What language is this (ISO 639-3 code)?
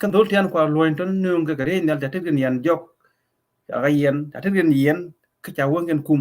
nus